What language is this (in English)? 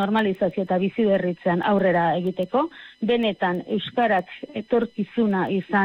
Basque